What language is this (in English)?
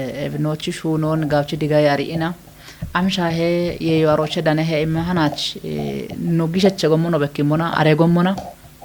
Kafa